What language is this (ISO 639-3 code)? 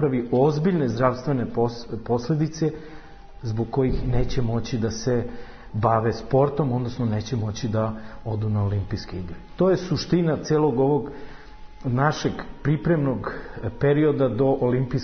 srp